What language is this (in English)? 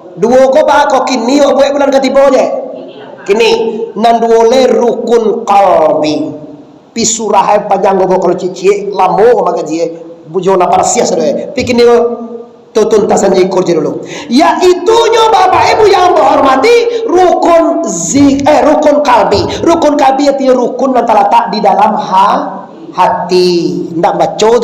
Minangkabau